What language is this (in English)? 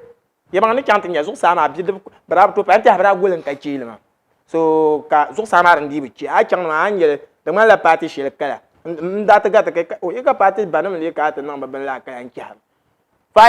Dagbani